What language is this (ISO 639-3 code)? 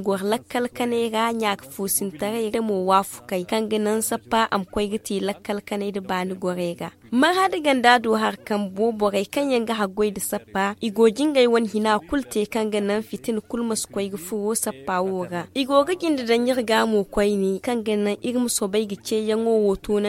dje